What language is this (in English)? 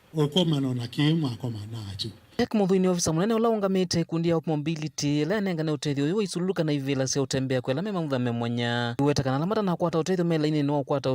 Kamba